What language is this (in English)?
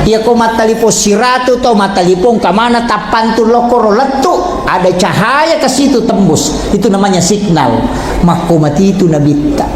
Buginese